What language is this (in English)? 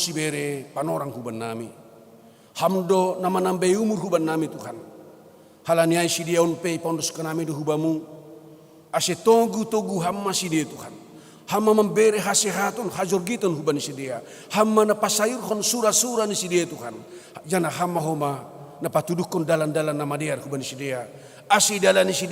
Batak Simalungun